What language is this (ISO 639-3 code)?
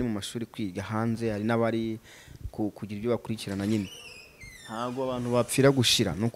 kin